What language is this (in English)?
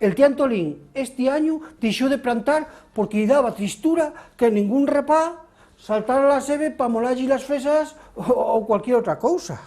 Asturian